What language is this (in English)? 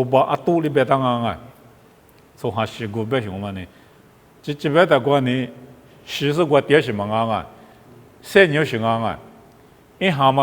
Lisu